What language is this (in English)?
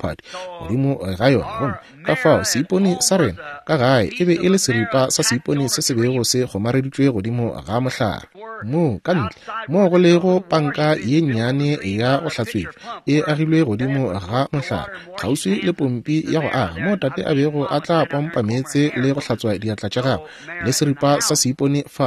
Northern Sotho